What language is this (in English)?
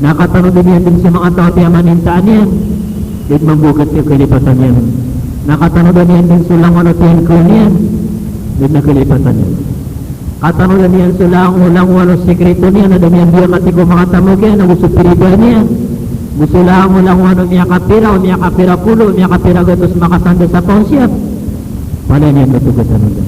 Maranao